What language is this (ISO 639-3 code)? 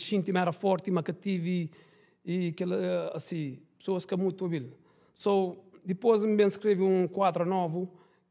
kea